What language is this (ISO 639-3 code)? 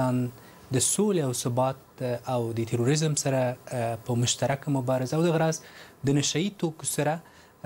pus